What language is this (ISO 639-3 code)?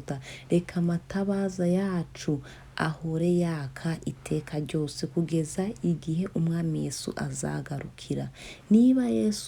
kin